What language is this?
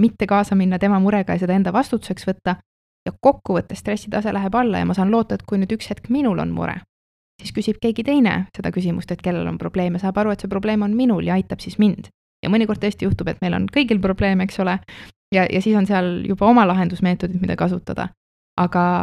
Estonian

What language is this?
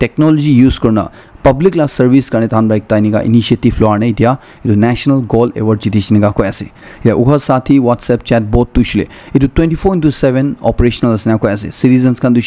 Naga Pidgin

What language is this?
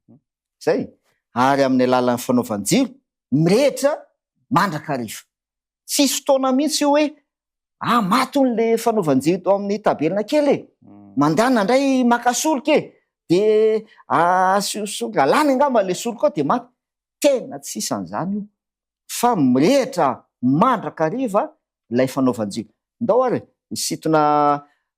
Malagasy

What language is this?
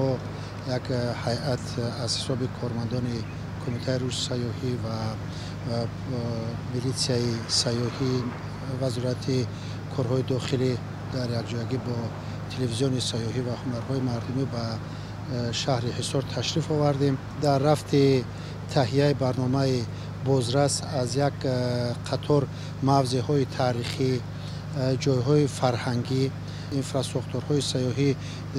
Tajik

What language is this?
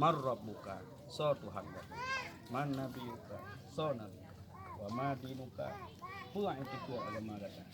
Achinese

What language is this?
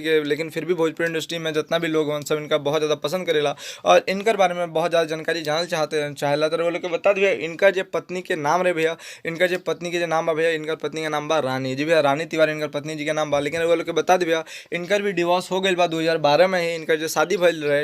Bhojpuri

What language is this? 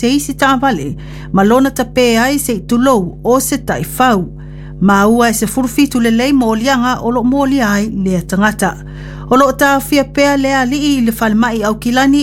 Samoan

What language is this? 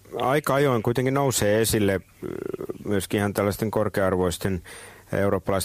Finnish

